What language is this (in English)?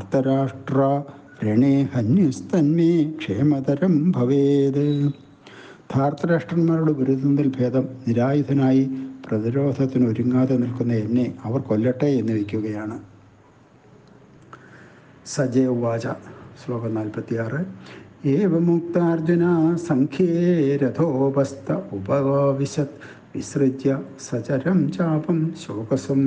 Malayalam